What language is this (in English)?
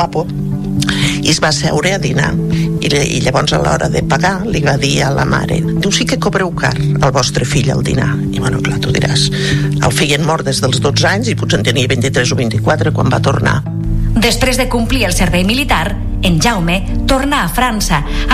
Catalan